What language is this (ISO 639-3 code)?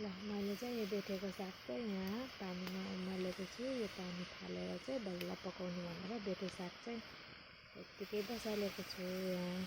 nep